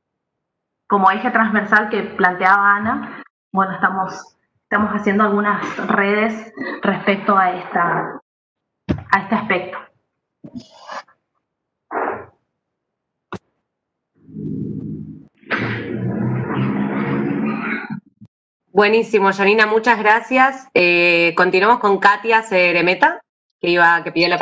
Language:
Spanish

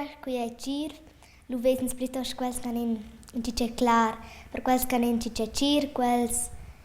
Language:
Romansh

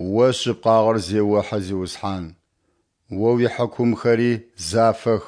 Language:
Adyghe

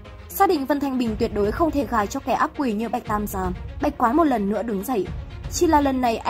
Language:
Vietnamese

